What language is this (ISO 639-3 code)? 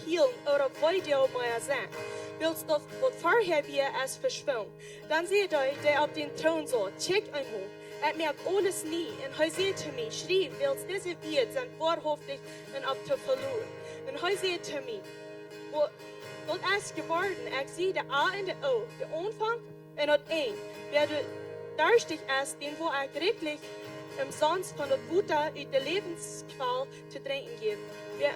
pdt